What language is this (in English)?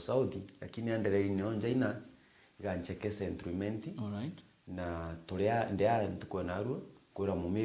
Meru